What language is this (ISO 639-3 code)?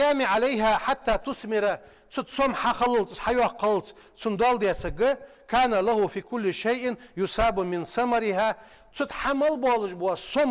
inh